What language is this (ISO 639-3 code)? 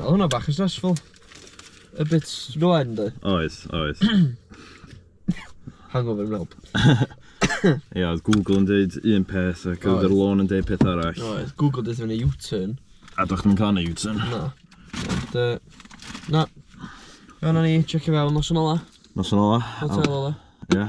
cym